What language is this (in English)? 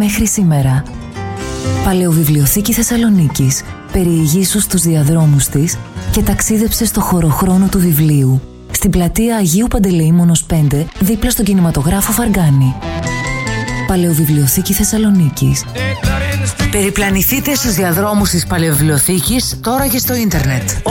Greek